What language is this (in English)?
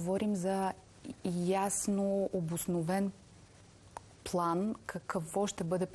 Bulgarian